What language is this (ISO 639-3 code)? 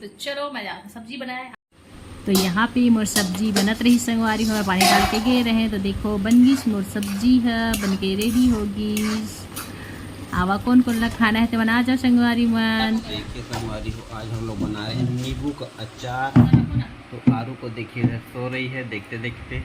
hne